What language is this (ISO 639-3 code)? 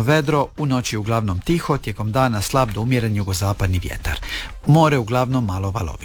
hrv